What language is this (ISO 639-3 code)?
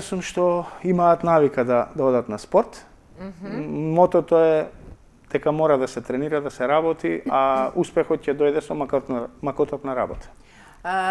mkd